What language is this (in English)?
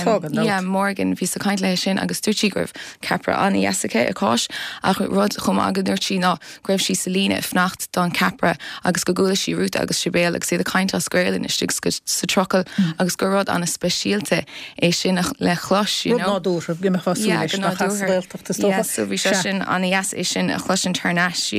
Irish